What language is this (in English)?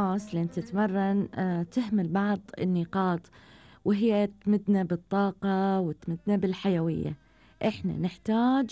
Gulf Arabic